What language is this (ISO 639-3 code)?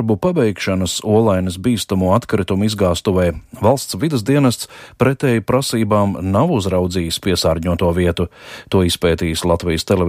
lav